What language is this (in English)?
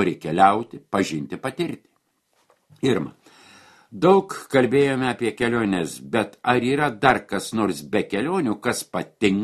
Lithuanian